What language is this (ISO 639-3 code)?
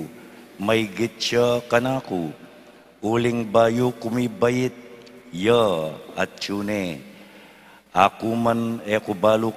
pam